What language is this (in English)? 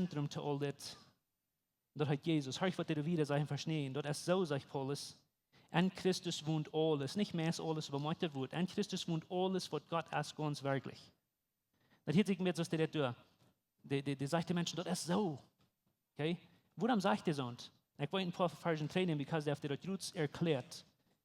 Plautdietsch